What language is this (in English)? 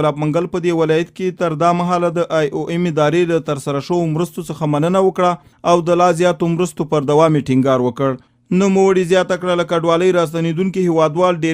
Pashto